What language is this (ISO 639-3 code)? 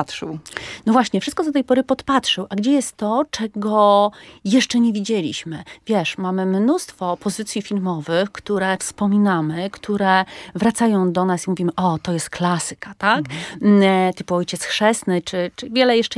pol